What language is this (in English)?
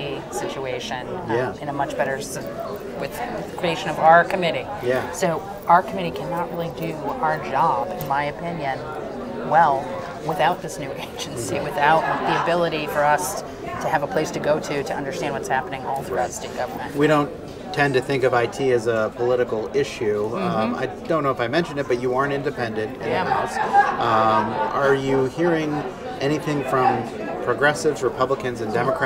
English